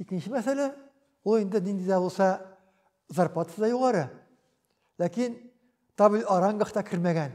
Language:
Tatar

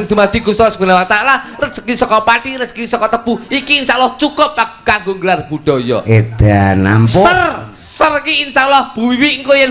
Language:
Javanese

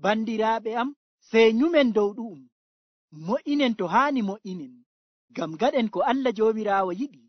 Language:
Nigerian Fulfulde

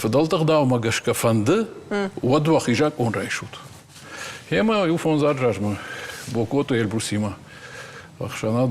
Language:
Ossetic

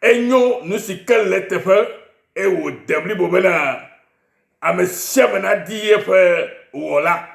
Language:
Ewe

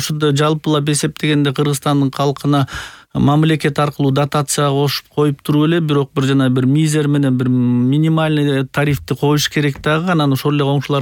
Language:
Kyrgyz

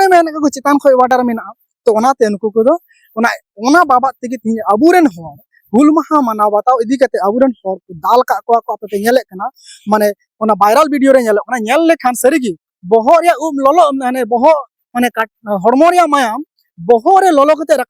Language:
Santali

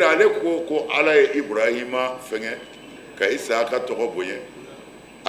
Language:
Bambara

